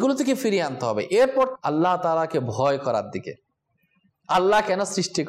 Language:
Bangla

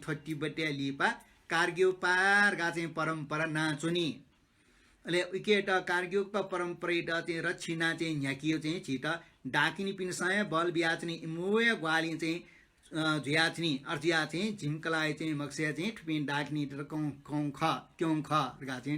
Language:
Newari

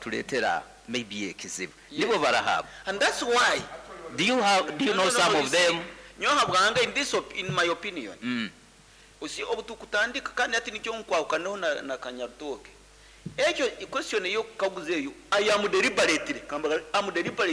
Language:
Nyoro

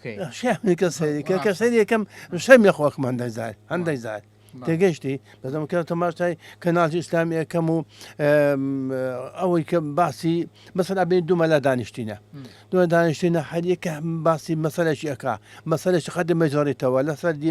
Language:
Central Kurdish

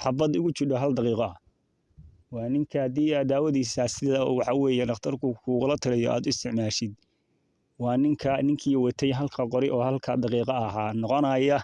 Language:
Somali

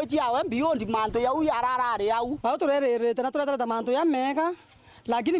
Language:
Meru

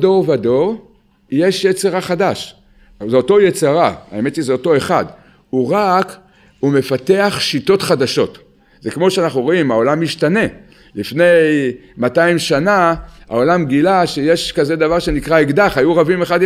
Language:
Hebrew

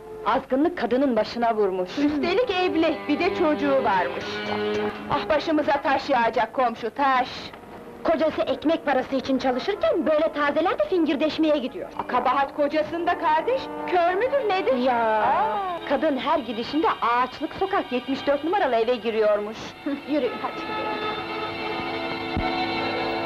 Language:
Turkish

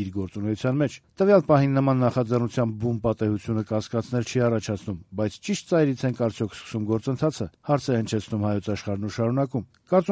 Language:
Armenian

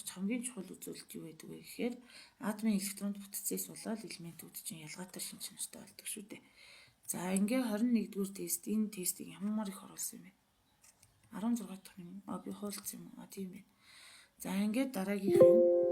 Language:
Mongolian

